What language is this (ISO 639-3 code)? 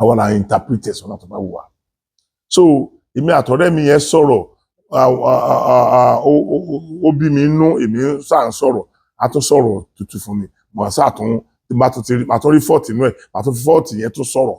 yor